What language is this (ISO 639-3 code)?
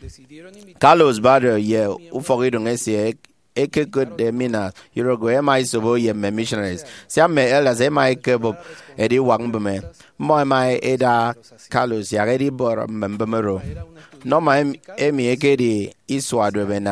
efi